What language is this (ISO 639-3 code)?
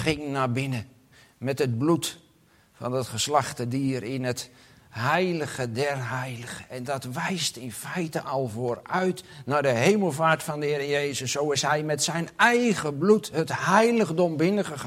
nld